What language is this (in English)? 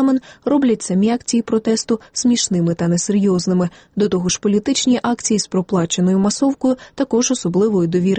Ukrainian